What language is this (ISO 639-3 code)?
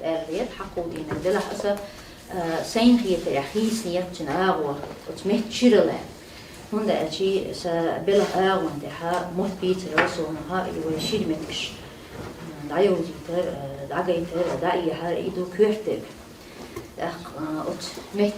che